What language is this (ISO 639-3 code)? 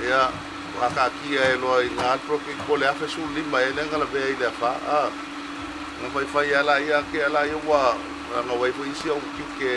smo